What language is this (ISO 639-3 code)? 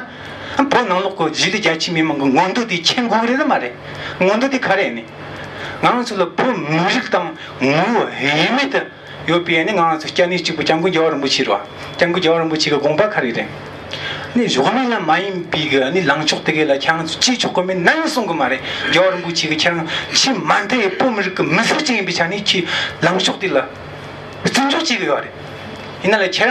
bod